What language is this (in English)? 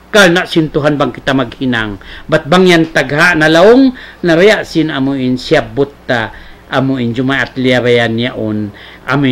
Tausug